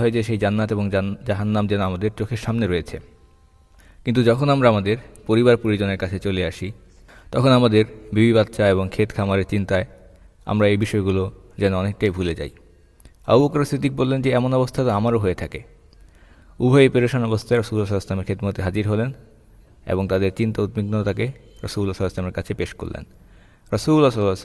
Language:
Bangla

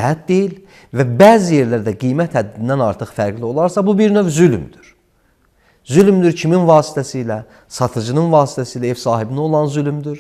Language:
Azerbaijani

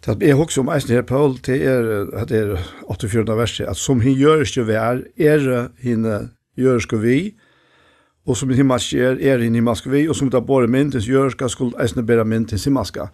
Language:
Faroese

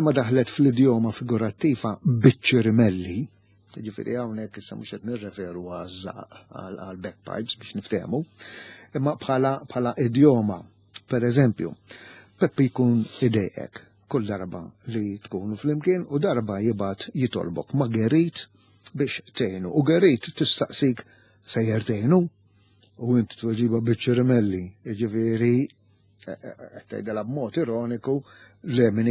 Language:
Maltese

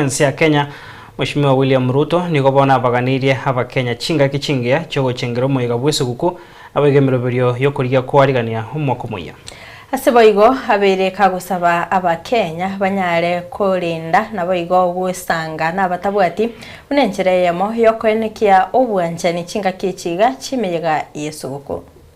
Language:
Gusii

